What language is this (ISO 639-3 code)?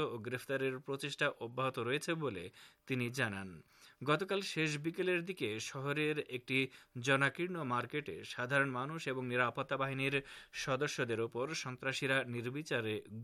ben